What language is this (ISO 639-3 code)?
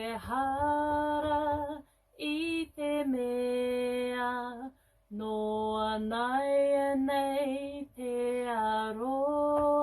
mri